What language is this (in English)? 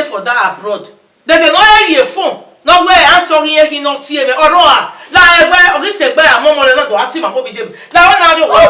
Bini